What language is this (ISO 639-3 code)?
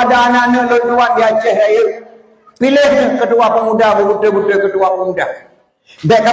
ace